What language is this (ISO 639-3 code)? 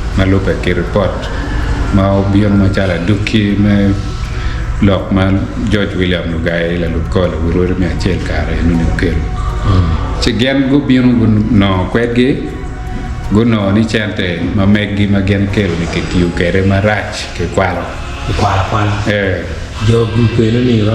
ach